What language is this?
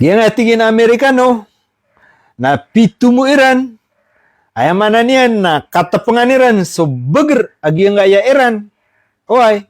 Maranao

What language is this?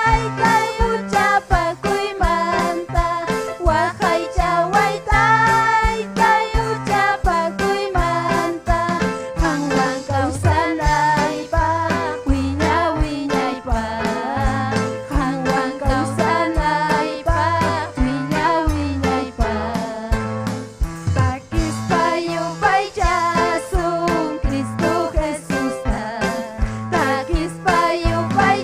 Ayacucho Quechua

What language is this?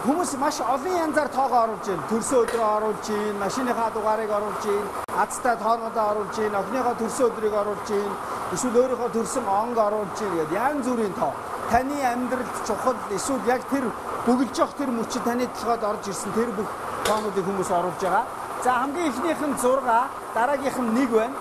Mongolian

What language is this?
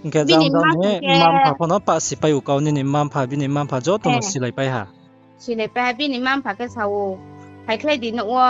Riang (India)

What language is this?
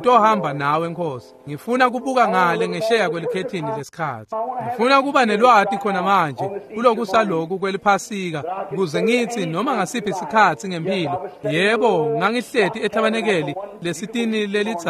Swati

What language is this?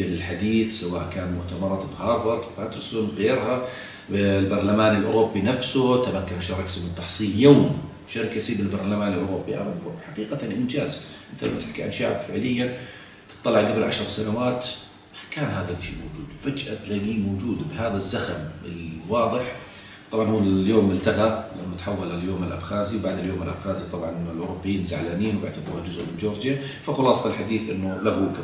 South Levantine Arabic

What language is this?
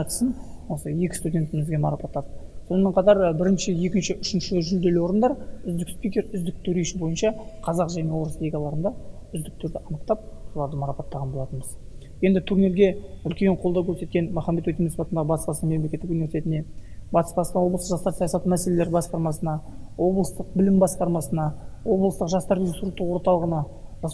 Kazakh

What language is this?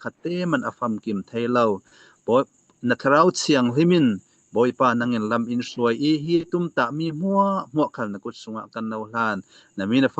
Falam Chin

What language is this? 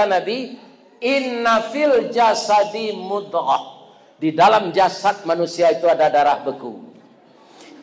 Minangkabau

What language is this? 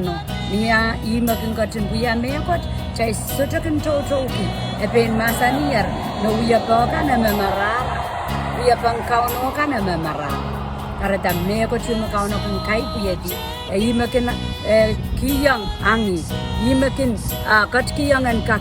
Pohnpeian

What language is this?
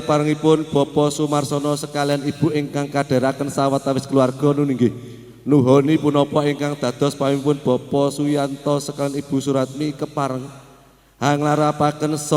Javanese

